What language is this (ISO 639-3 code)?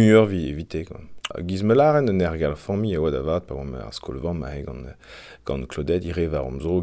bre